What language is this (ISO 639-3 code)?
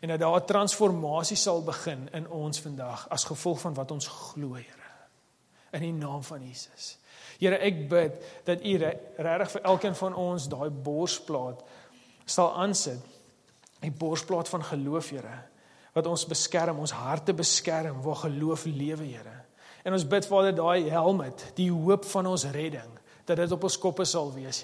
afr